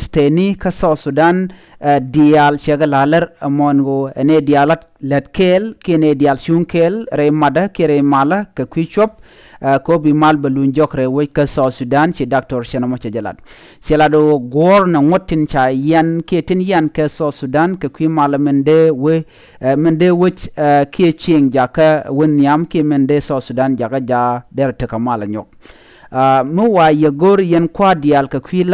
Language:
Nuer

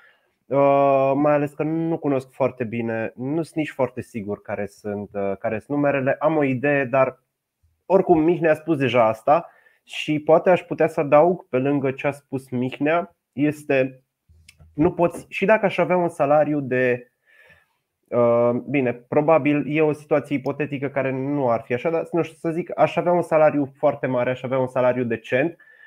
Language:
Romanian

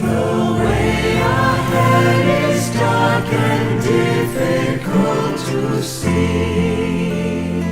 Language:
Cebuano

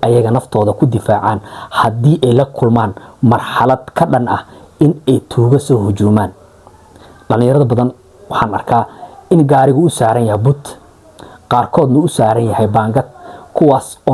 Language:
Somali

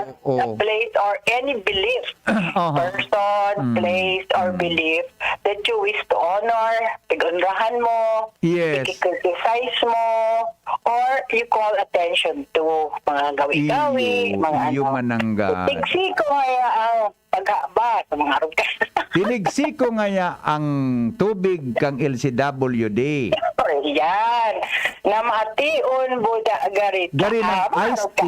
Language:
Bikol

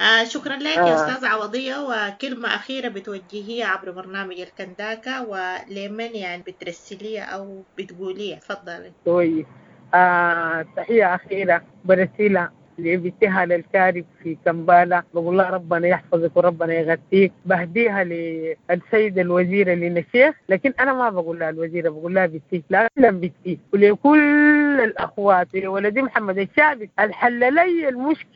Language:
Sudanese Arabic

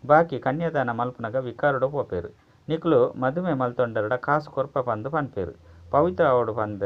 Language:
Tulu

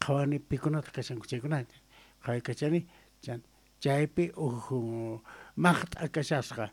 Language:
Quechua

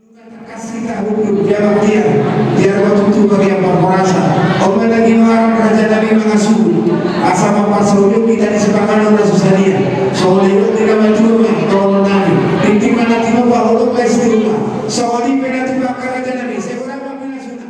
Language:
Batak Toba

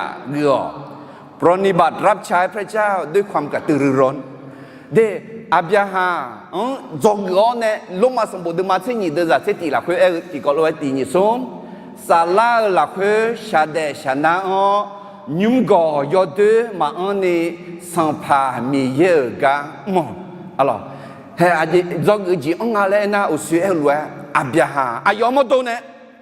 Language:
Akha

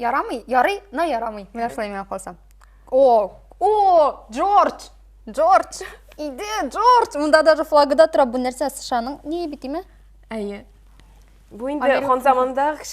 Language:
Tatar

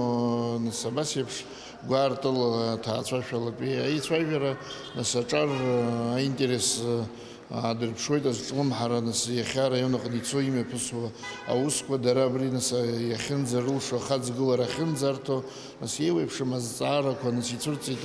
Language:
Abkhazian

